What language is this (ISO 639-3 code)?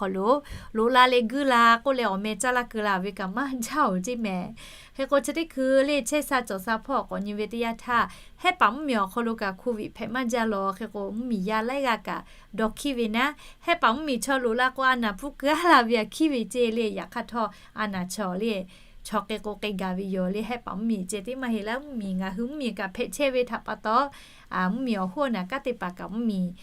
lhu